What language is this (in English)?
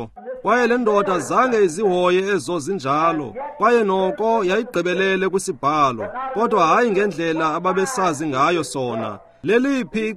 Xhosa